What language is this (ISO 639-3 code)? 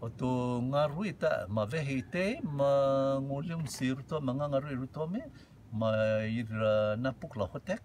rtm